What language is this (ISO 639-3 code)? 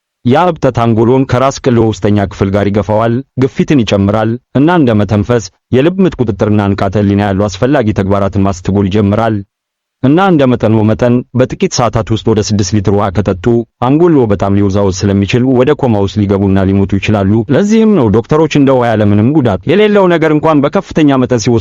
amh